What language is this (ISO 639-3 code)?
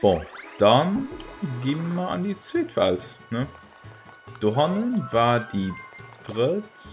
ltz